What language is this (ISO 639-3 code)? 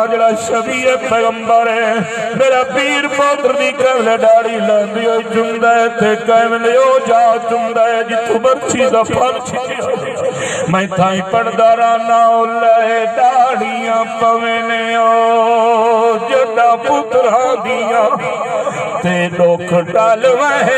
skr